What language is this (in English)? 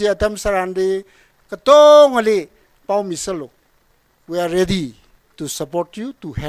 Tangkhul Naga (India)